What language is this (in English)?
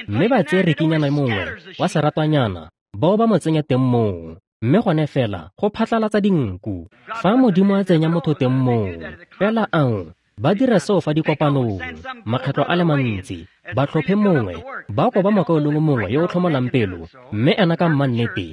Tswana